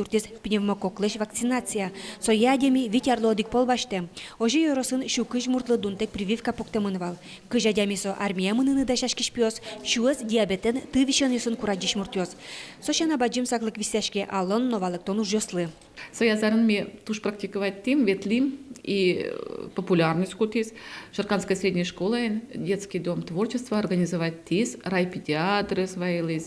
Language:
Udmurt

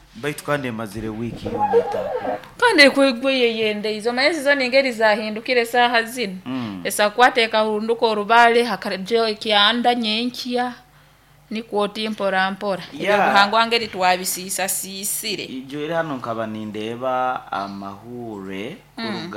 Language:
Nyoro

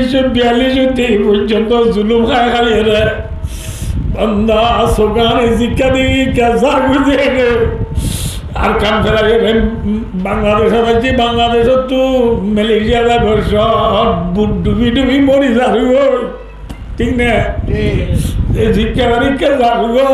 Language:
Rohingya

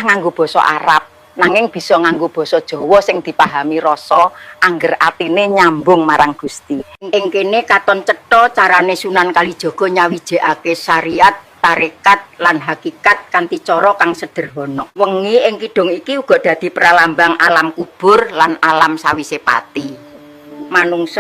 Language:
Javanese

